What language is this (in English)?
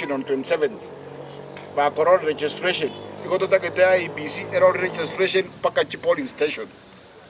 Gusii